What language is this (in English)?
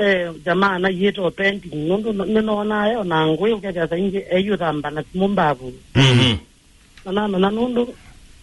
Kamba